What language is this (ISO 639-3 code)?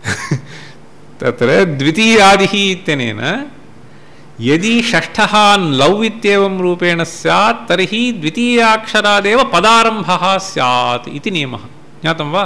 san